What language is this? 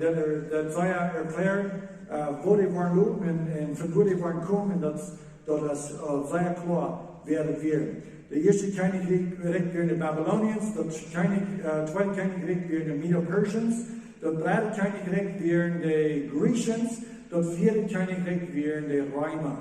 Plautdietsch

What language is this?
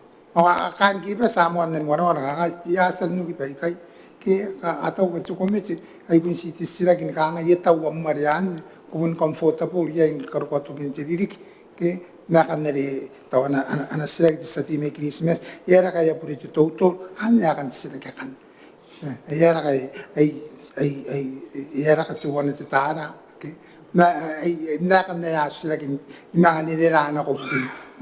Gilbertese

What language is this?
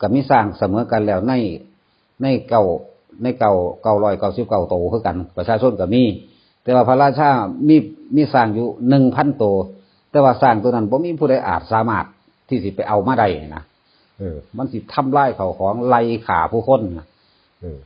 Northeastern Thai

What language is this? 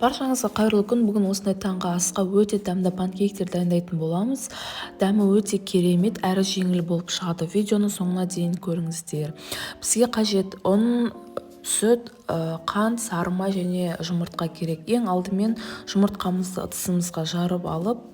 Kazakh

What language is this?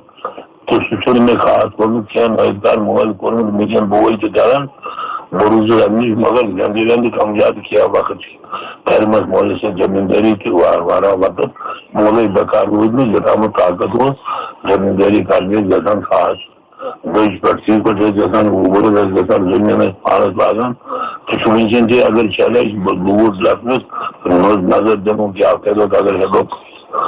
Kashmiri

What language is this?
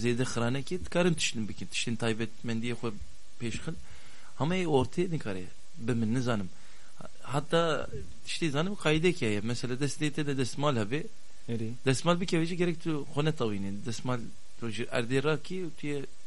Kurdish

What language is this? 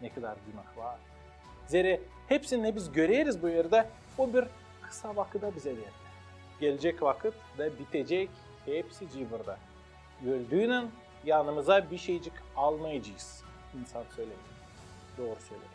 Gagauz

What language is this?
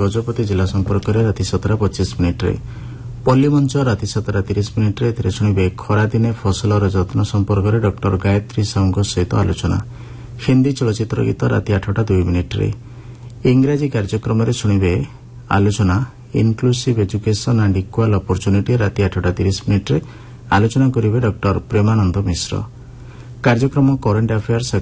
Odia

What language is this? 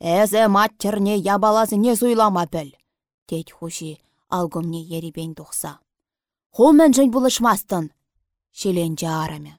Chuvash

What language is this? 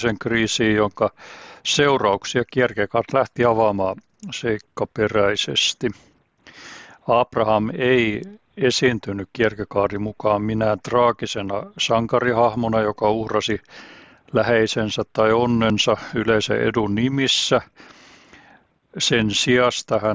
Finnish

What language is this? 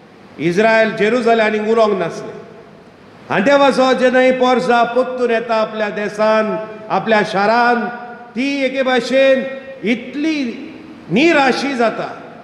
Konkani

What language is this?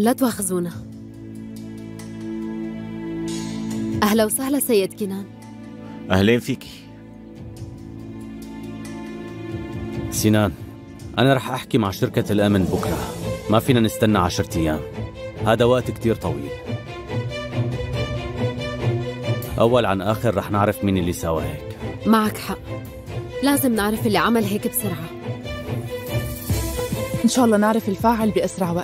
North Levantine Arabic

